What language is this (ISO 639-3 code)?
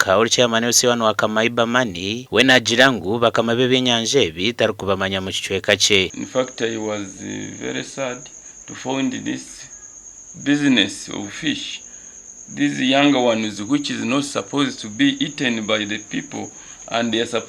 nyn